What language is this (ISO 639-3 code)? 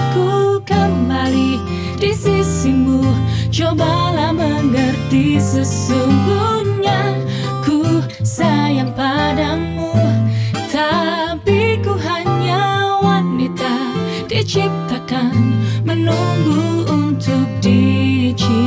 ind